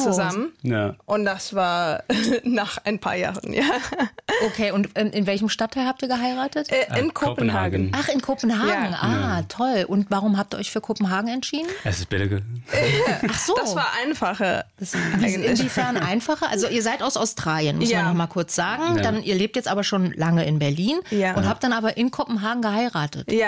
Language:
German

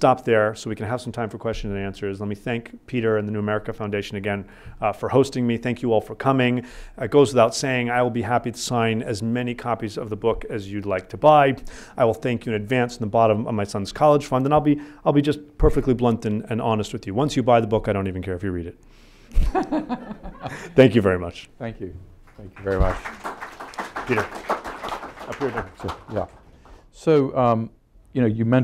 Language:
English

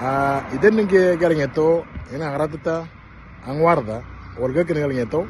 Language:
Moro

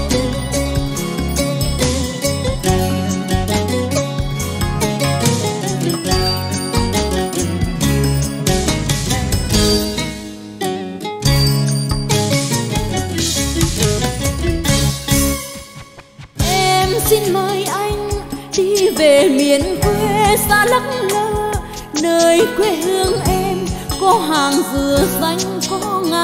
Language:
Vietnamese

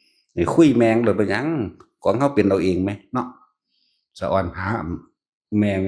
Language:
Northeastern Thai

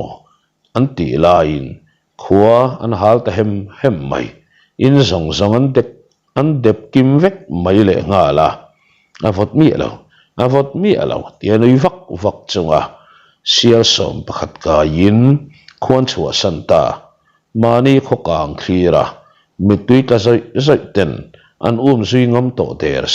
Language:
Mizo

